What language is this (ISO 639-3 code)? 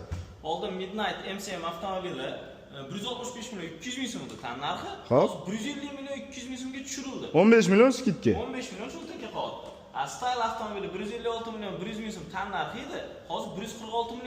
uzb